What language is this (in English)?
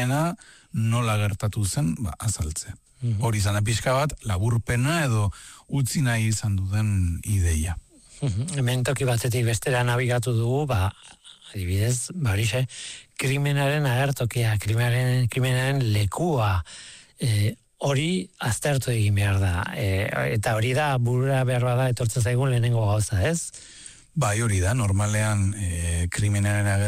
Basque